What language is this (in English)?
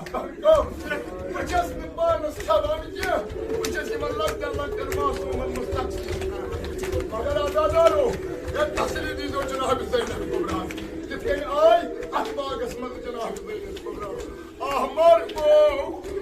Kashmiri